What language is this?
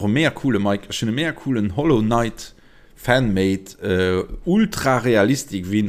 Luxembourgish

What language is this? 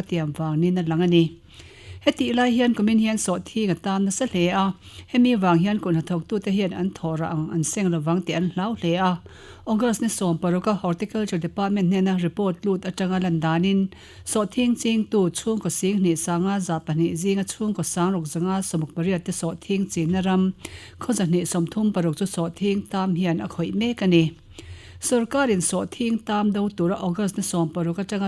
Mizo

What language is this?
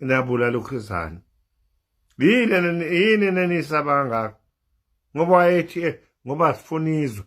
Zulu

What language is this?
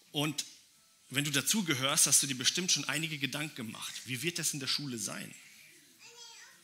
German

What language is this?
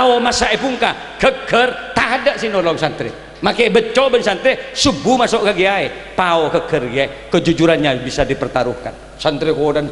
Madurese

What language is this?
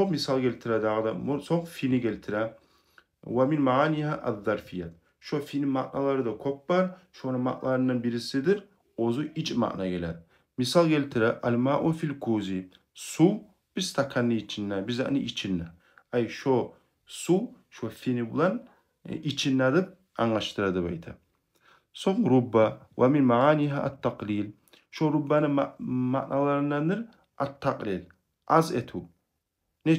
Kumyk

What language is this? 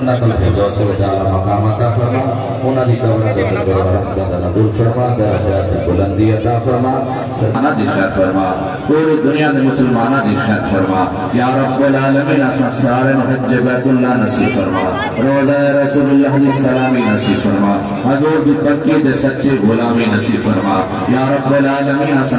Saraiki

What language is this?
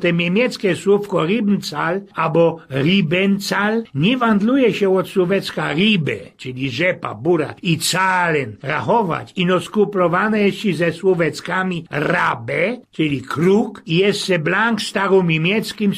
Silesian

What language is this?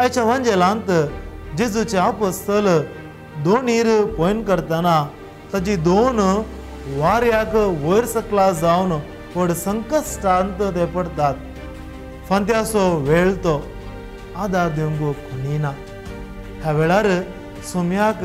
Konkani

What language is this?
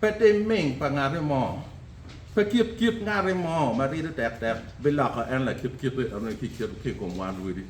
Acoli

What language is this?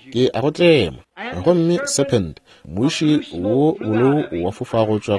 Northern Sotho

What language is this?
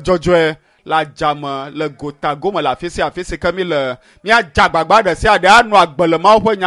Ewe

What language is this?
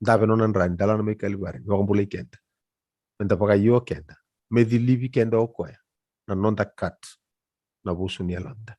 Fijian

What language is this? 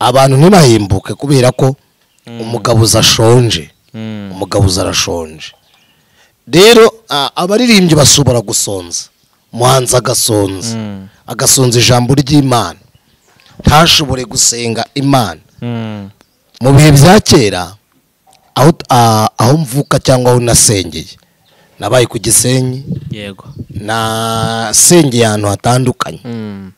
Kinyarwanda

